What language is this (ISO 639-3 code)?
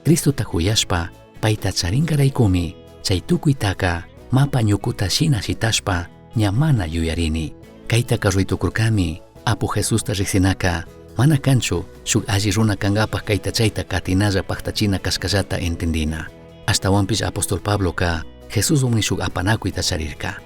qug